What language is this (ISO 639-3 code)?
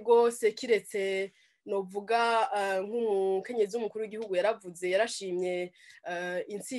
run